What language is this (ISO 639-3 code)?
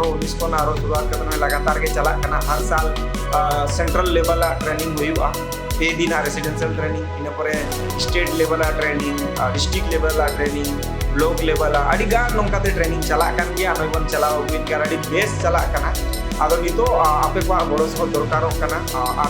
sat